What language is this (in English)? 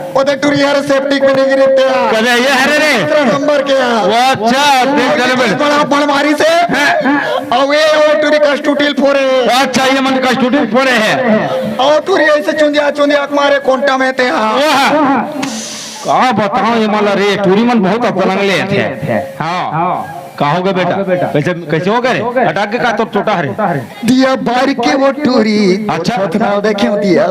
Chhattisgarhi